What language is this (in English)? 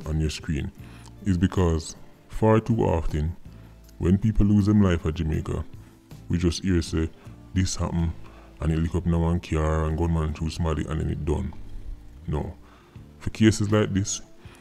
Jamaican Creole English